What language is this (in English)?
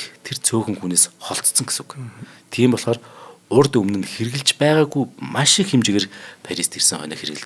Mongolian